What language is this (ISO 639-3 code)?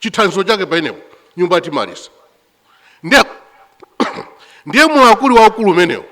nya